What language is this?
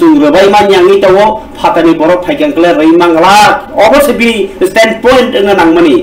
Kok Borok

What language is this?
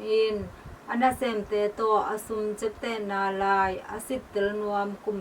Tedim Chin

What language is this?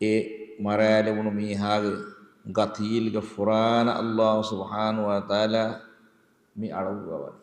Divehi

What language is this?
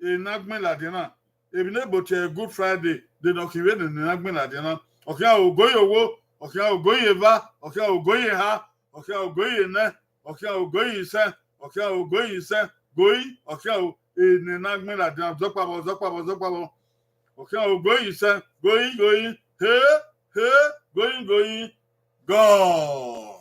Bini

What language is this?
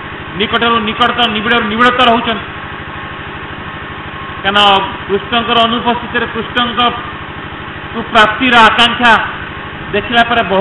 Odia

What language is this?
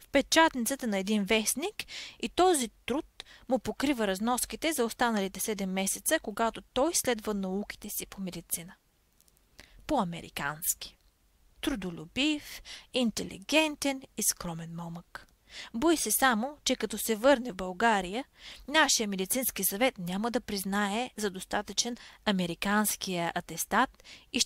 Bulgarian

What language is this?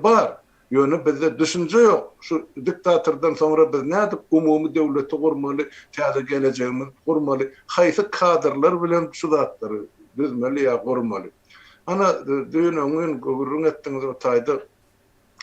Turkmen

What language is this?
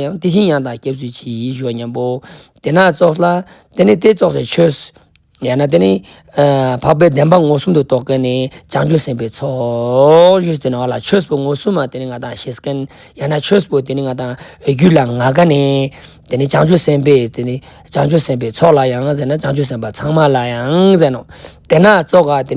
Ladakhi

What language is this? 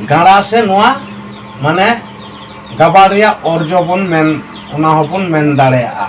Santali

